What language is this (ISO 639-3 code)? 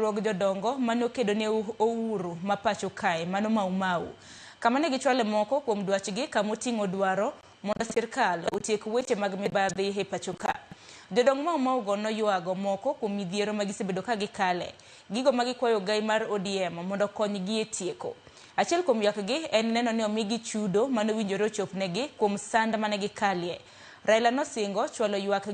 luo